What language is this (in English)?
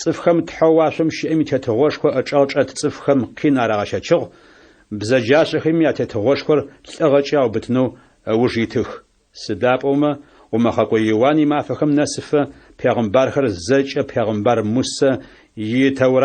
Adyghe